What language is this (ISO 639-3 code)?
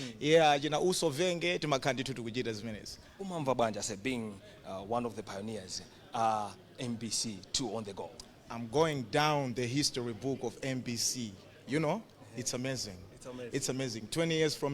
nya